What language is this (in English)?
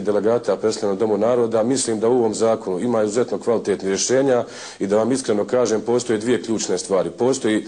Bosnian